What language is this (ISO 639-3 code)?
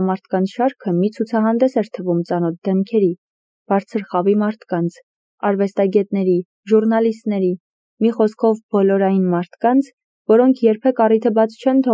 hye